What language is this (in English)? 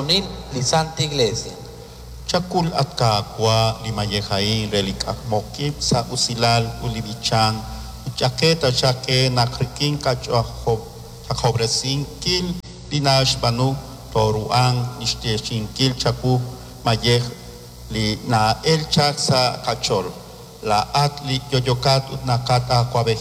Kekchí